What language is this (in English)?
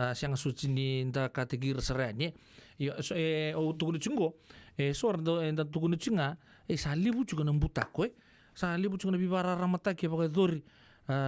Fijian